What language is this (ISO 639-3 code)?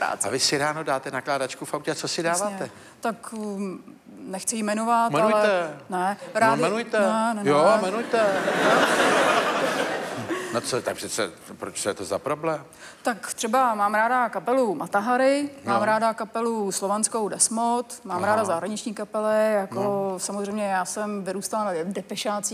ces